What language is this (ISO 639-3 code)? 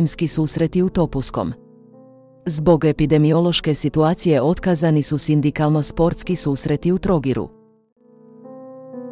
hrv